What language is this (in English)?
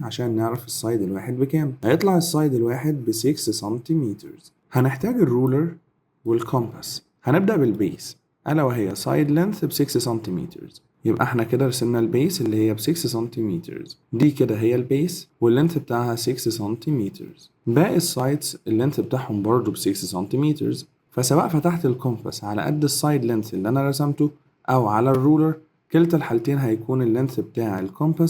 Egyptian Arabic